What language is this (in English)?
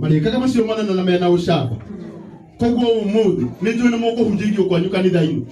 Kikuyu